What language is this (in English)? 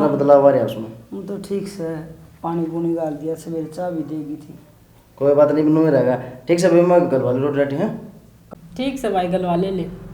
Haryanvi